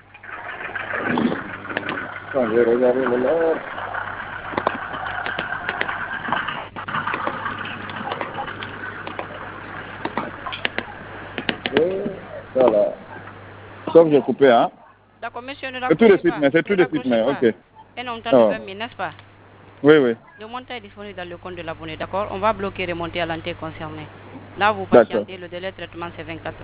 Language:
French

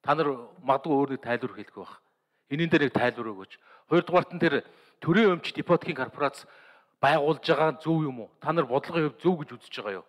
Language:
Mongolian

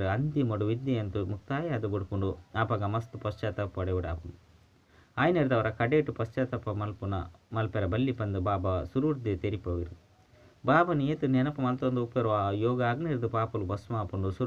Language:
Tulu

